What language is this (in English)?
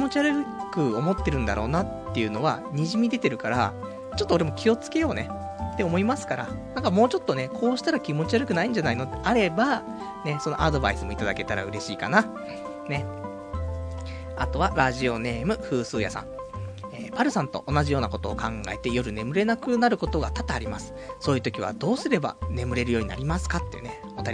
Japanese